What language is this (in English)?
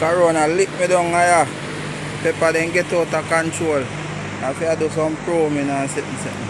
Jamaican Creole English